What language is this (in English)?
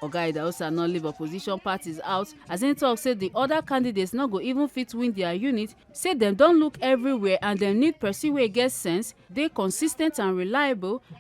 Nigerian Pidgin